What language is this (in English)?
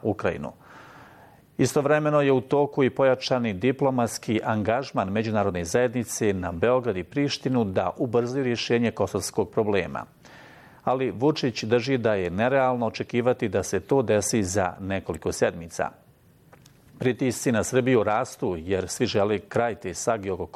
Bosnian